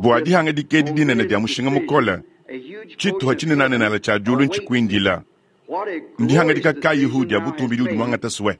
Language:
Luba-Lulua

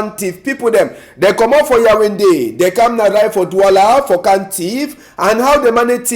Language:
Cameroon Pidgin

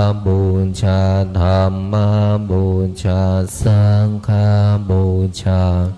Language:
Pali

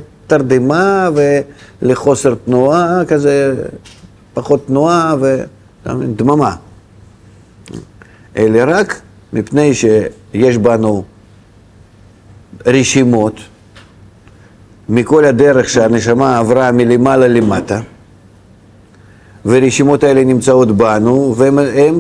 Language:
Hebrew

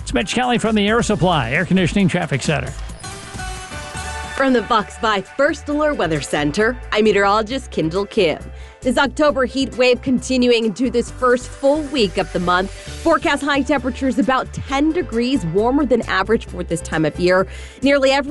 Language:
English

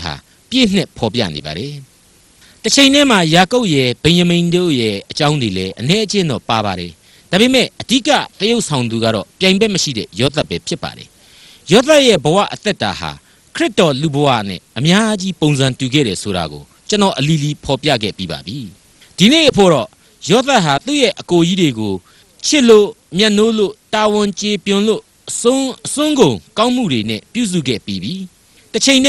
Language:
Burmese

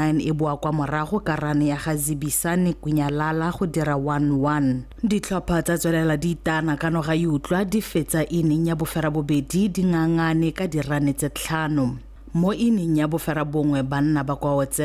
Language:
Tswana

